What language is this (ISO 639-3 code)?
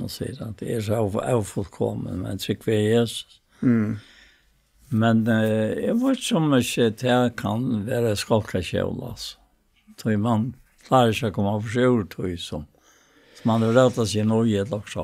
fao